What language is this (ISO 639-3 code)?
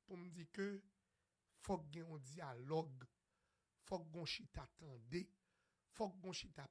hat